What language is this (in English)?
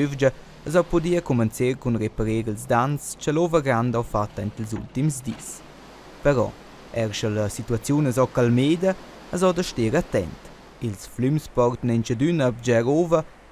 Romansh